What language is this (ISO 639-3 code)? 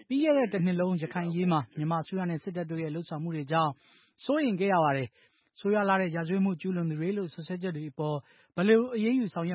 mya